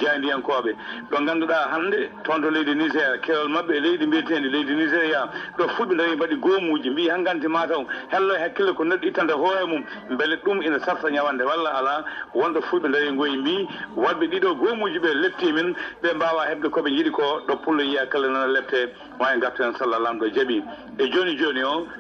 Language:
Fula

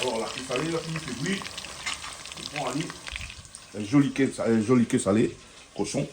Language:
Réunion Creole French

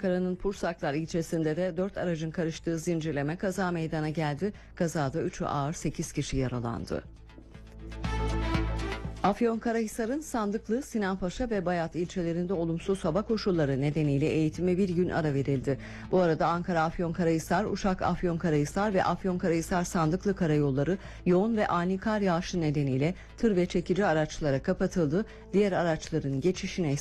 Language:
Turkish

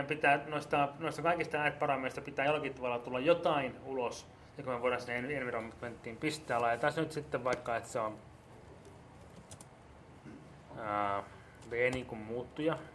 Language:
Finnish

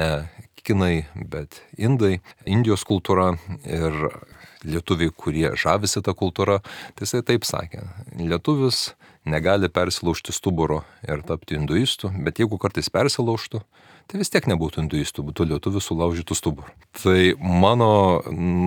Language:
Lithuanian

